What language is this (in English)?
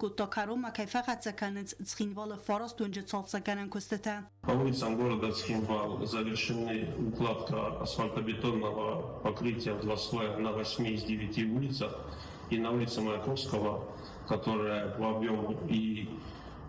Ossetic